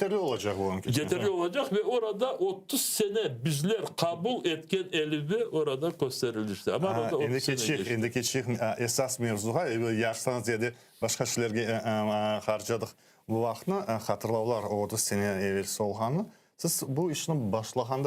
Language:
Crimean Tatar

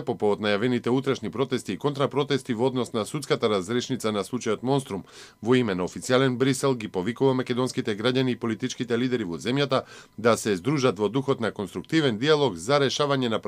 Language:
Macedonian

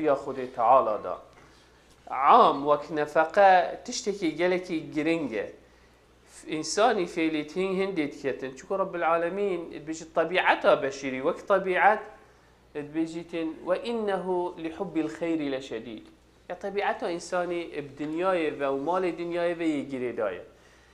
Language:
Kurdish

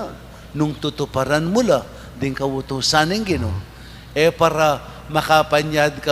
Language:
Pampanga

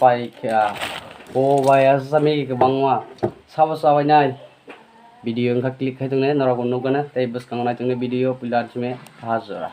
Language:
Kok Borok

